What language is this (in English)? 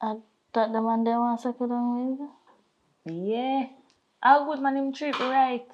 Jamaican Creole English